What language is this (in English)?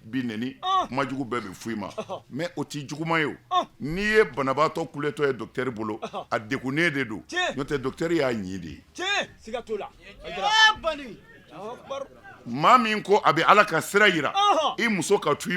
Bambara